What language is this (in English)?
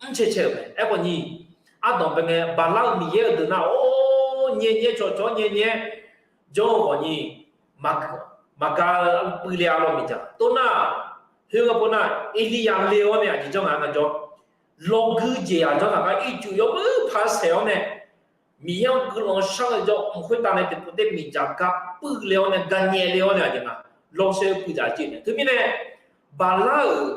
Akha